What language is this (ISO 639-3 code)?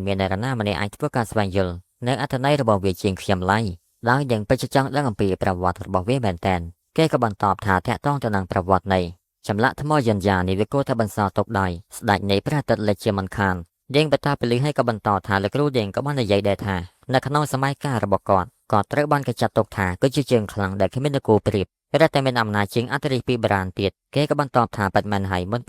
khm